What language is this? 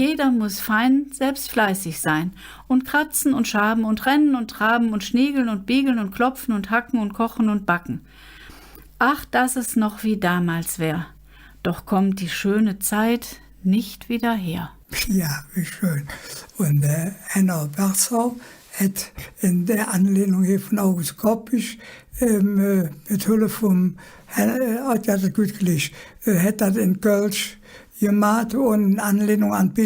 Colognian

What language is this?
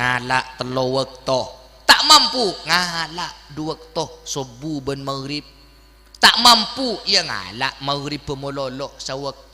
Madurese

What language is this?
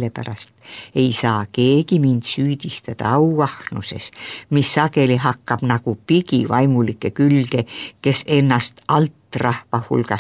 Estonian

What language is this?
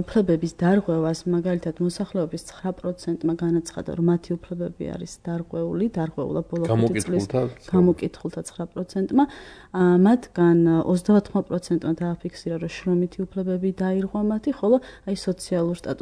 Georgian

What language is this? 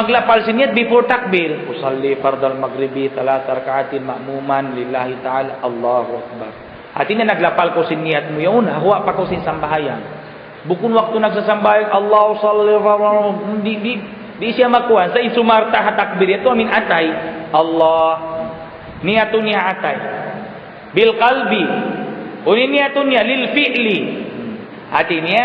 Tausug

